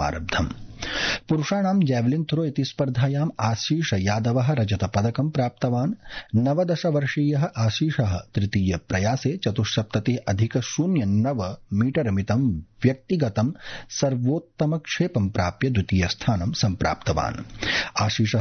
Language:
Sanskrit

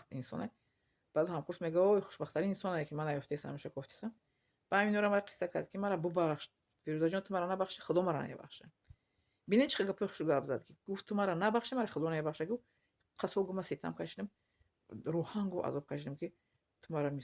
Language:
Tajik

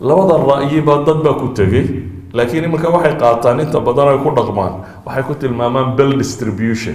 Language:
Somali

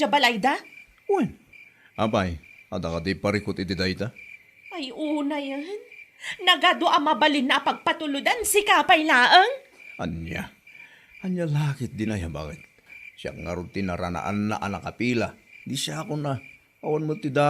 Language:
Iloko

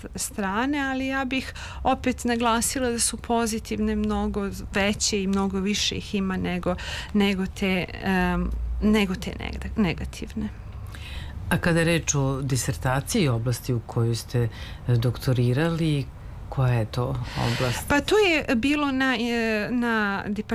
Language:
Serbian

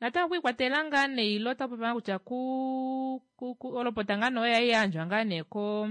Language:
Kuanyama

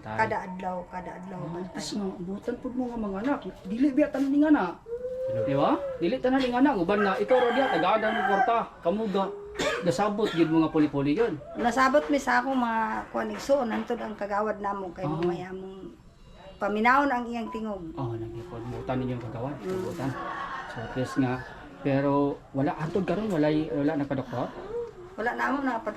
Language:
Cebuano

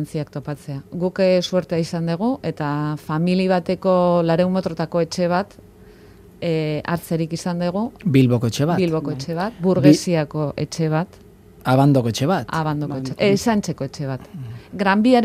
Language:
Basque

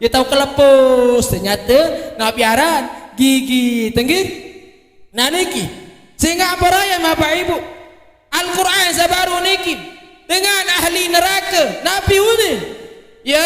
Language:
Sasak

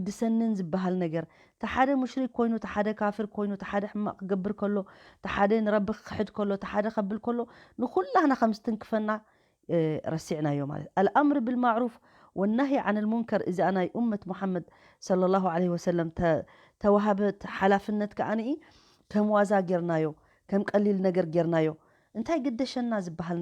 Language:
Tigrinya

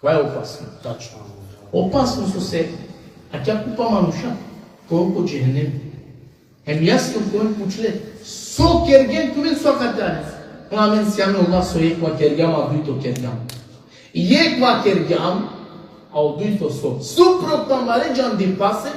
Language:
Balkan Romani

